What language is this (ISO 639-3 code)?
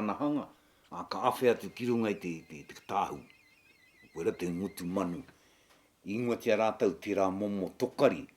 mri